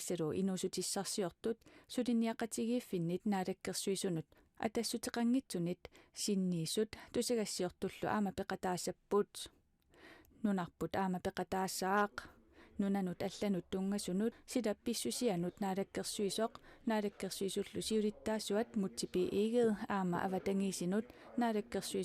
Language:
Kalaallisut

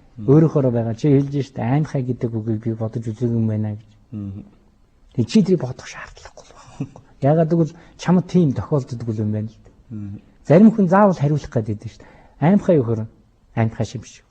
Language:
Mongolian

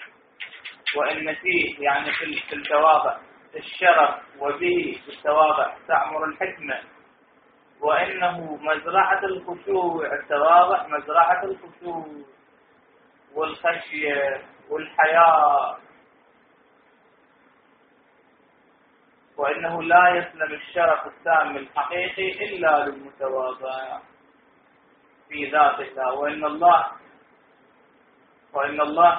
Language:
Arabic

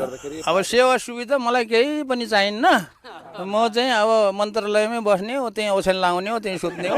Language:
Nepali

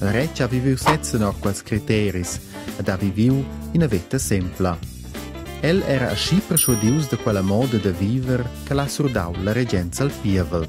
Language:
Romansh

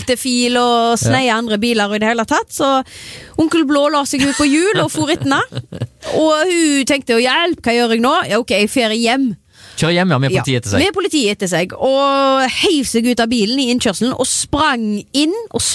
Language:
Norwegian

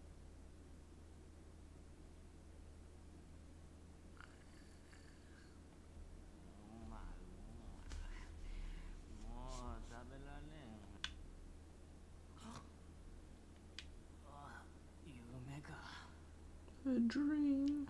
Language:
Japanese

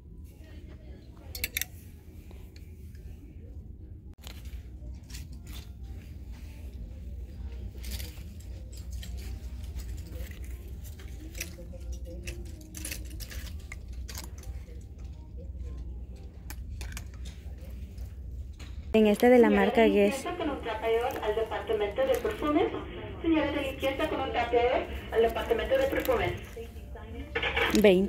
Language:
Spanish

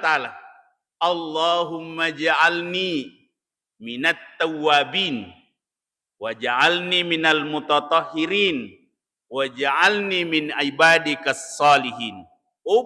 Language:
Buginese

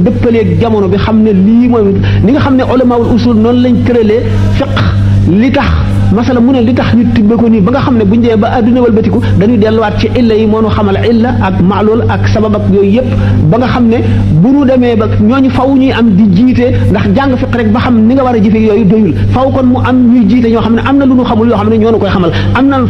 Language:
Wolof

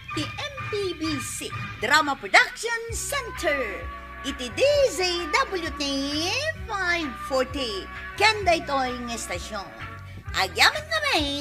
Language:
Iloko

